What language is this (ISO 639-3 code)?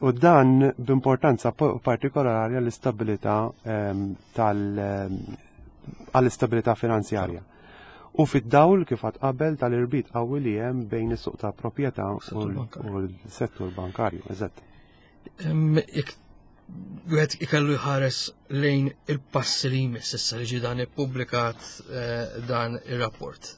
mlt